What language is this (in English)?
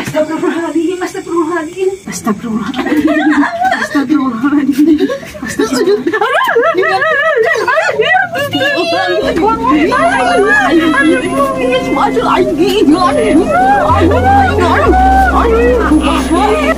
Sundanese